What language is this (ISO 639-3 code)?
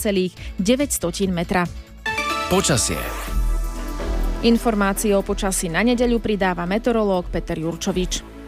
slk